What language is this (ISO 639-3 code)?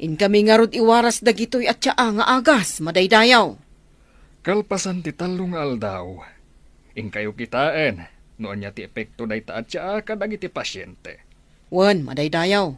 ilo